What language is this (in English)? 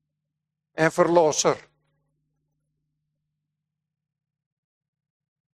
Afrikaans